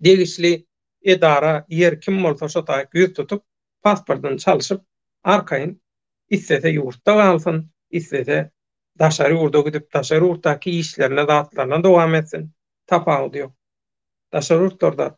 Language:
Turkmen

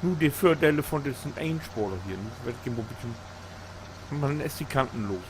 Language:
Low German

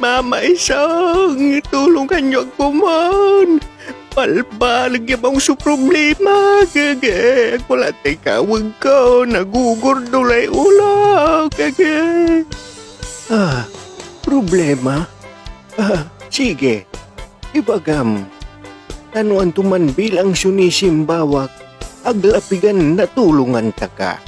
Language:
Pangasinan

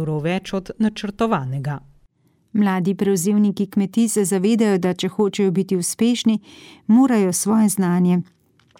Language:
Slovenian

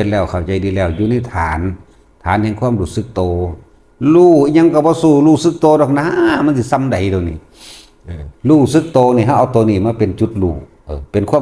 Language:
Northeastern Thai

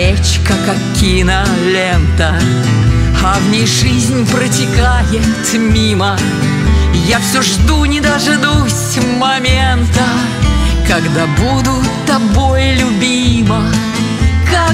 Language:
Russian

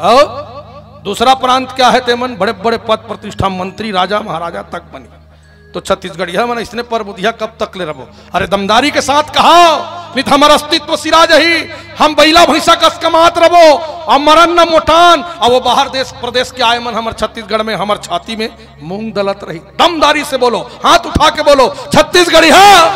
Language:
Chhattisgarhi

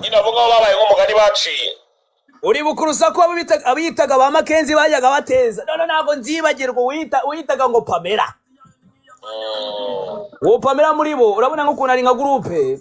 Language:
Kinyarwanda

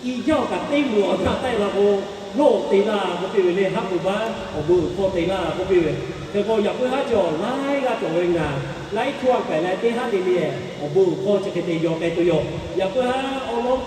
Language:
Lahu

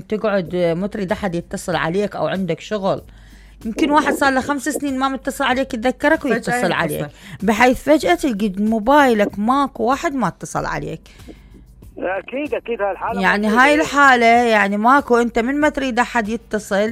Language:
Mesopotamian Arabic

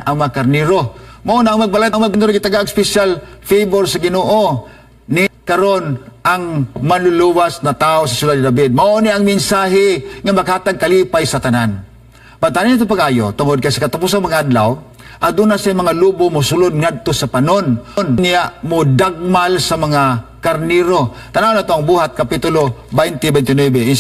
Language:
Cebuano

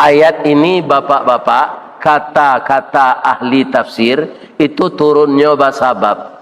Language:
Minangkabau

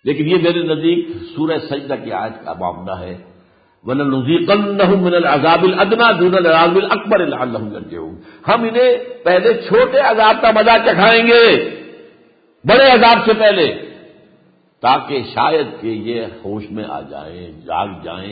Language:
Urdu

